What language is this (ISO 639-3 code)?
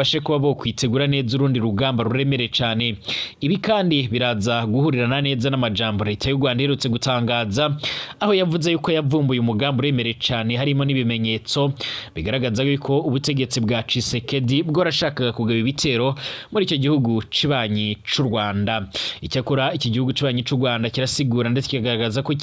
run